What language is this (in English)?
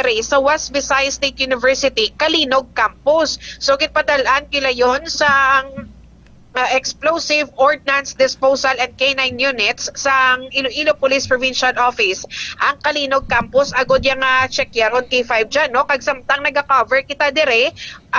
Hiligaynon